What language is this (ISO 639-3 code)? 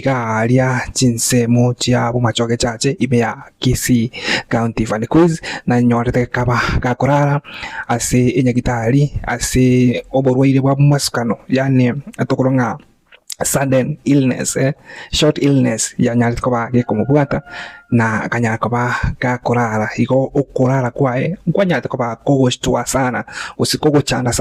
guz